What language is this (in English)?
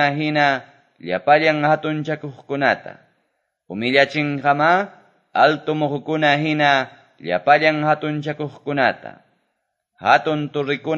Quechua